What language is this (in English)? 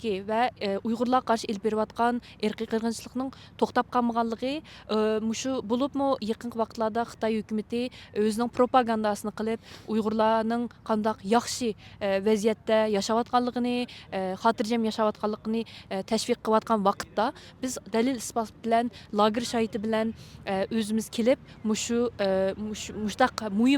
Uyghur